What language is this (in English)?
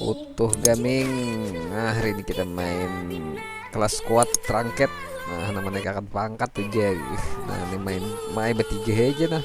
Banjar